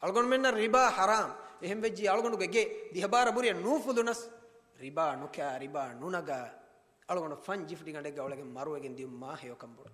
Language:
Divehi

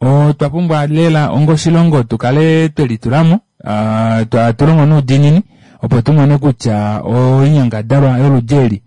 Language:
Kuanyama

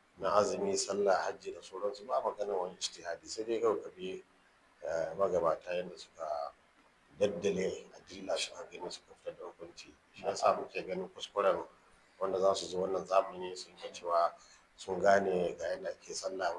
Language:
Hausa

